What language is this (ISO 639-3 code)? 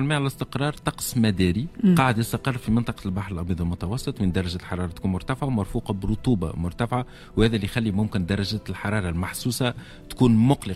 aeb